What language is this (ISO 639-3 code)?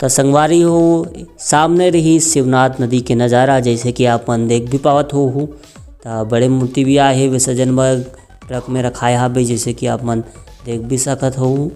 hne